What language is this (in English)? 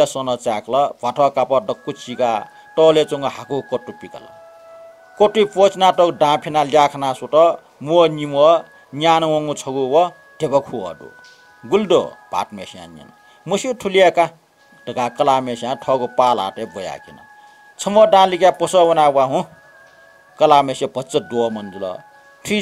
Newari